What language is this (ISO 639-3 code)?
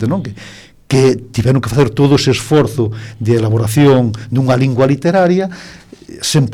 glg